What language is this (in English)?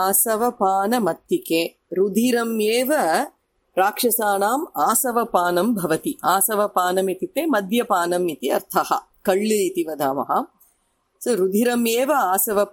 Sanskrit